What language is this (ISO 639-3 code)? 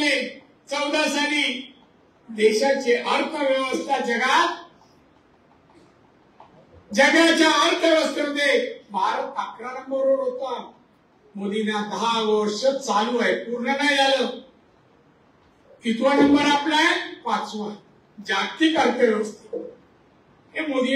mar